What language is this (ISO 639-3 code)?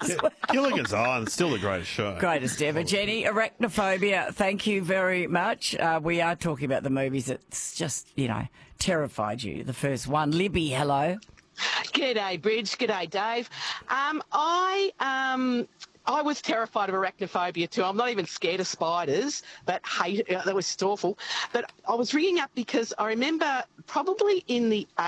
eng